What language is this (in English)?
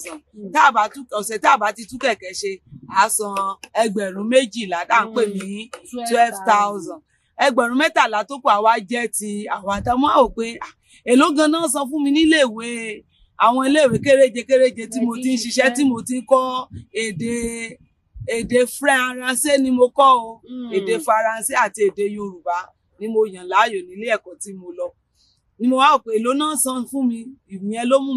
Yoruba